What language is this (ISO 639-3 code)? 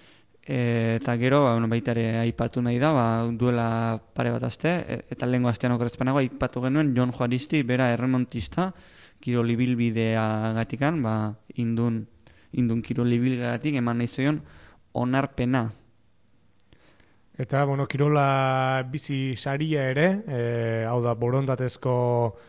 eus